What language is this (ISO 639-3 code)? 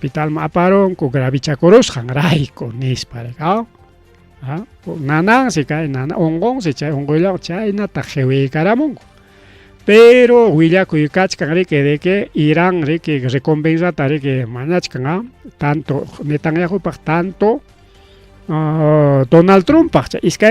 quy